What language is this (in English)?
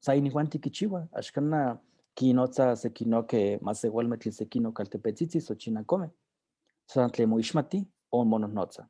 Eastern Huasteca Nahuatl